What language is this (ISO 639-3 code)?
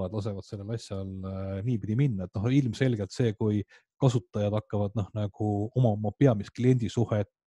est